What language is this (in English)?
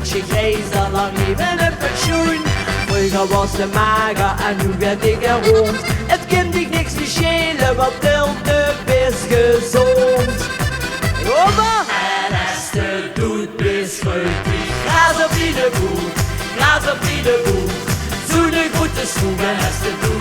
Limburgish